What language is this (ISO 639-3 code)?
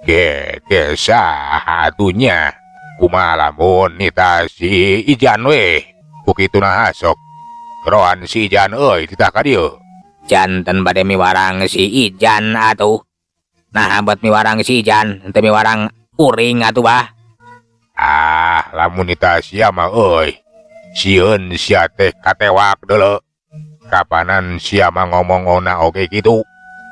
sun